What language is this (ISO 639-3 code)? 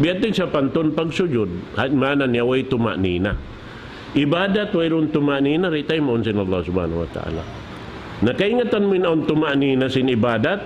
tsg